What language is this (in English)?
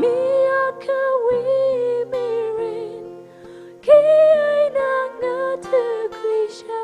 Tangkhul Naga (India)